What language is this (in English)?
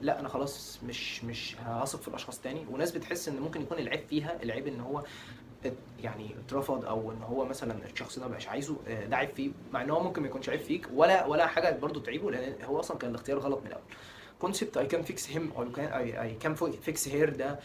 Egyptian Arabic